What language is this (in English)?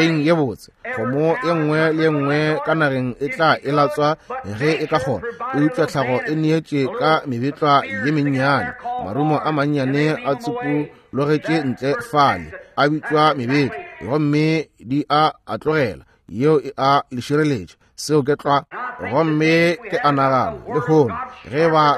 Northern Sotho